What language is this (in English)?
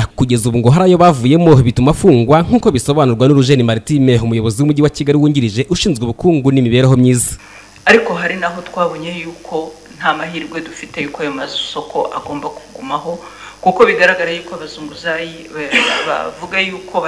Kinyarwanda